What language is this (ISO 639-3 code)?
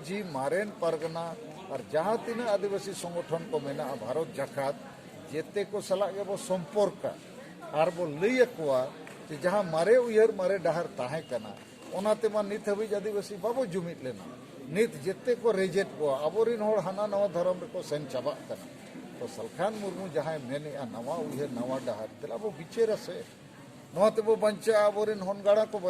sat